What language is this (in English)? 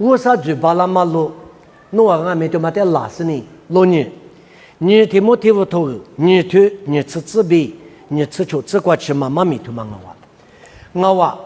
Lisu